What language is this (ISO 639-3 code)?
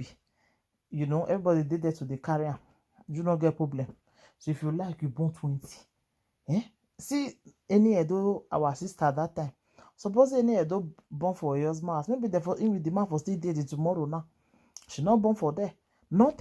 pcm